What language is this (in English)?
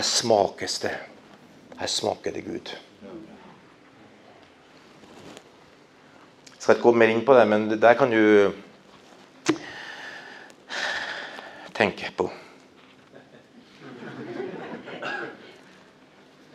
Norwegian